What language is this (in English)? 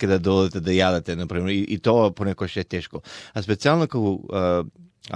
Macedonian